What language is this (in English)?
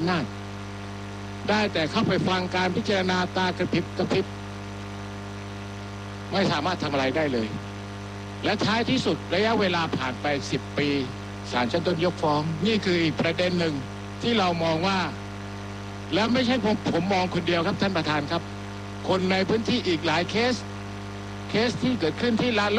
Thai